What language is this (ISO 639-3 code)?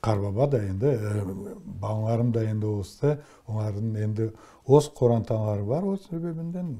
crh